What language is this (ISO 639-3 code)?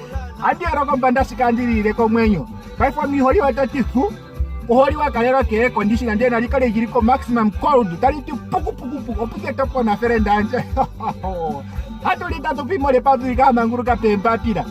ndo